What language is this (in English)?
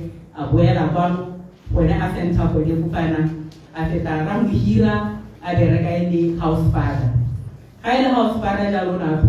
Tswana